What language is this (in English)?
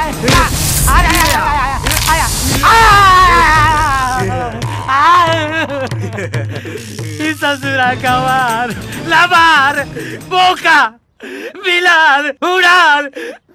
Bhojpuri